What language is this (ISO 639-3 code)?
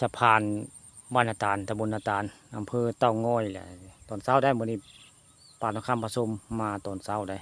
tts